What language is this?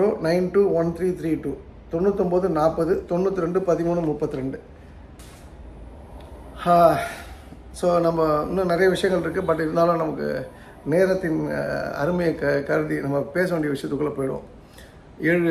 Tamil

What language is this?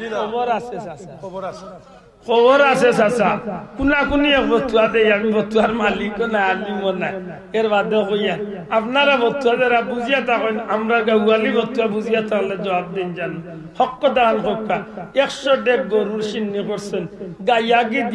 Sylheti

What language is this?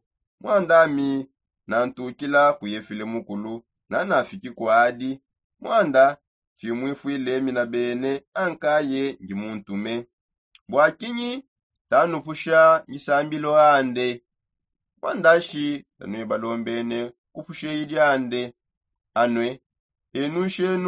Songe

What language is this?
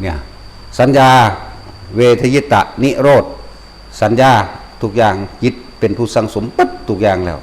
Northeastern Thai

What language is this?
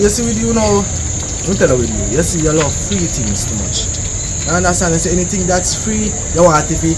Jamaican Creole English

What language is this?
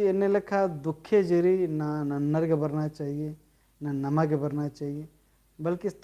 Kurukh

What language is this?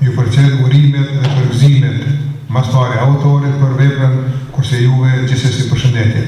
Albanian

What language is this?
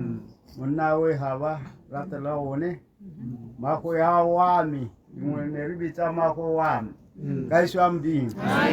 Tswana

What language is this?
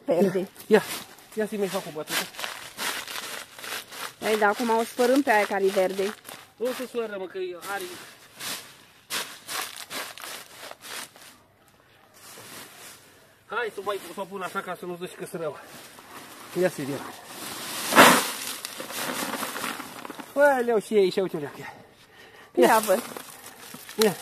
Romanian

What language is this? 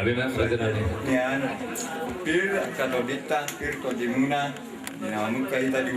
Batak Toba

